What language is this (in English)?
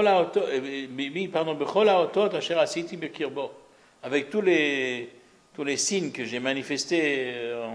French